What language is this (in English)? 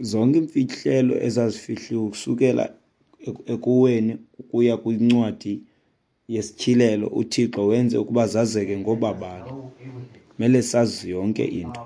Xhosa